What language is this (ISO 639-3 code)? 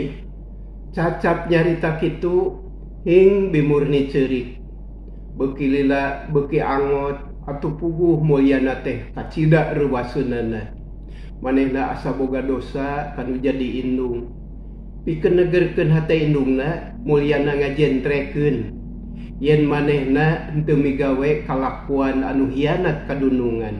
sun